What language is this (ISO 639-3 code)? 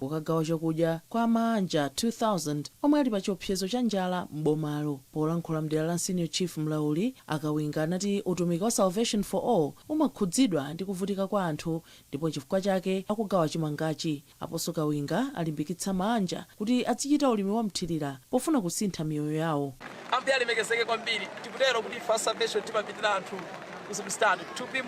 nya